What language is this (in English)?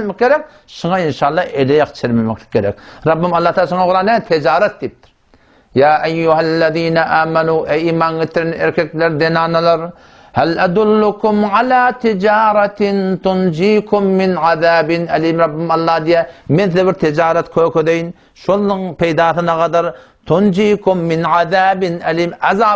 Turkmen